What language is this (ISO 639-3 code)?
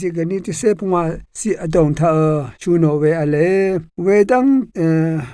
raw